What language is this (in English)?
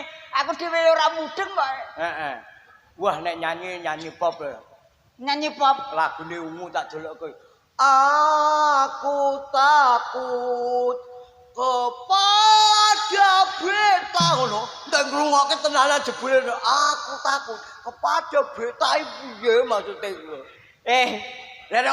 Javanese